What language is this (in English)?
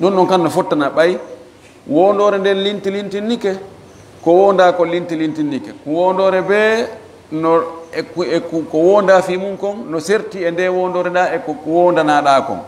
Fula